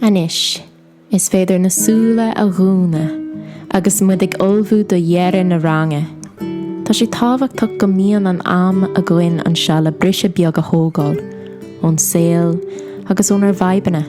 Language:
Irish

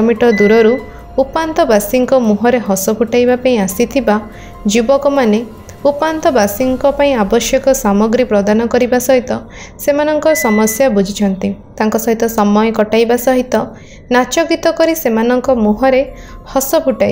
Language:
Odia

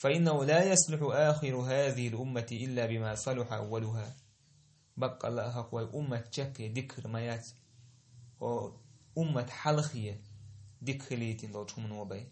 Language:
Chechen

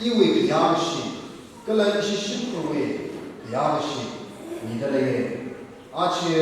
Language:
Tangkhul Naga (India)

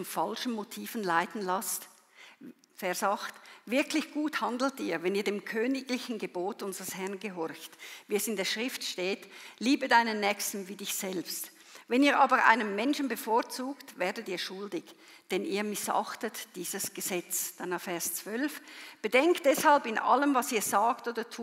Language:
Swiss German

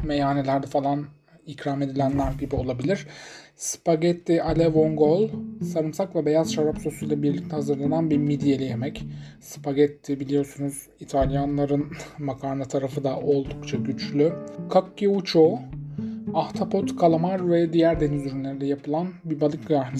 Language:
Turkish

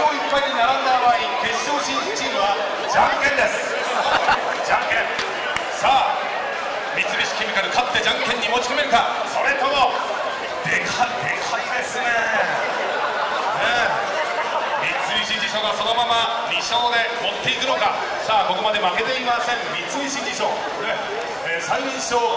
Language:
Japanese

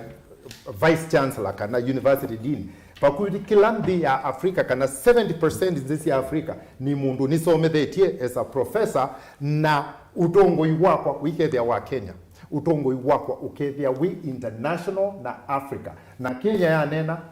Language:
Kamba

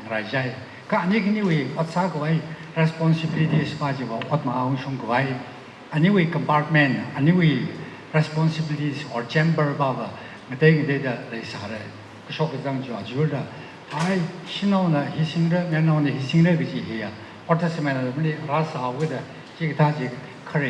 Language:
Tangkhul Naga (India)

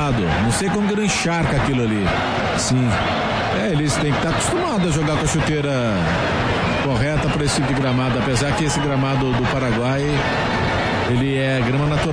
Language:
Portuguese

